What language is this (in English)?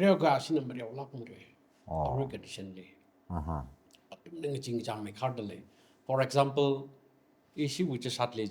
Tangkhul Naga (India)